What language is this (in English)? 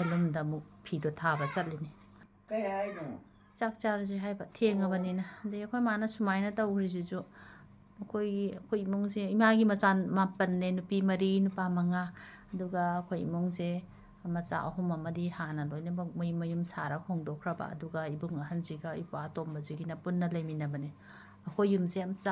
Manipuri